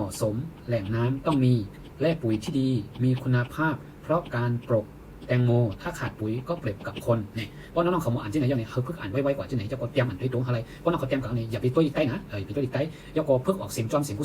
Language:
Shan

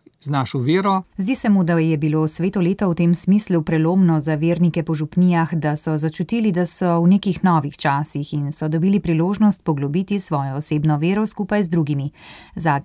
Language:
Slovenian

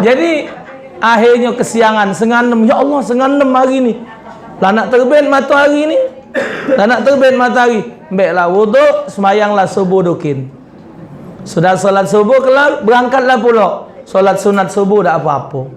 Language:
Musi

